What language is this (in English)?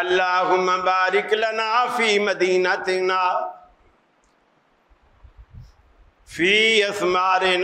Urdu